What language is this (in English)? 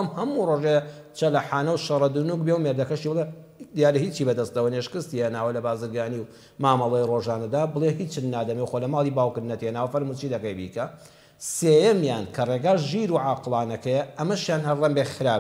Central Kurdish